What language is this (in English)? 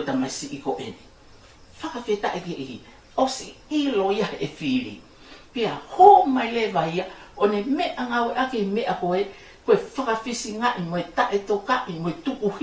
Tongan